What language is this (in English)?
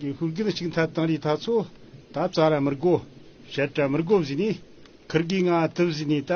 Amdo Tibetan